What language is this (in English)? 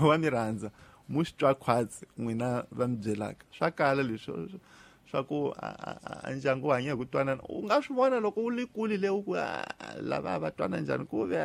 Tsonga